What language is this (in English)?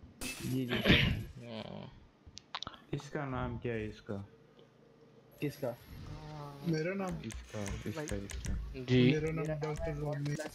Hindi